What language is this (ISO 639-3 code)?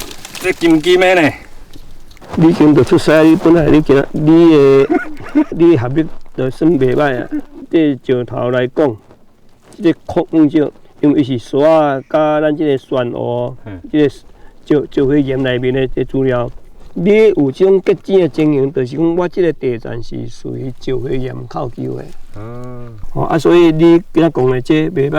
nan